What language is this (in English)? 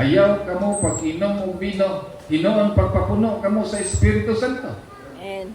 Cebuano